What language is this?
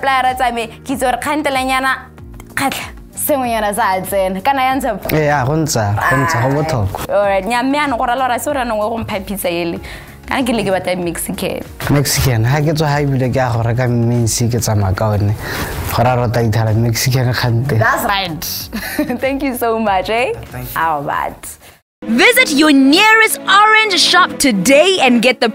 Tswana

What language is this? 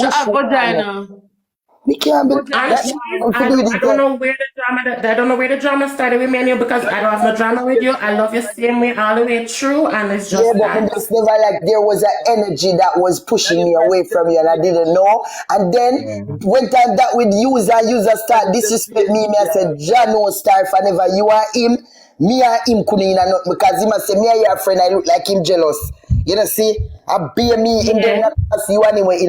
Jamaican Creole English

